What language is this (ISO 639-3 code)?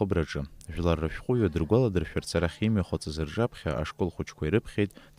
abk